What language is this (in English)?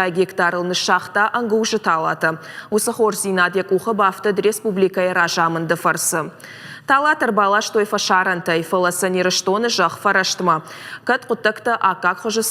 Ossetic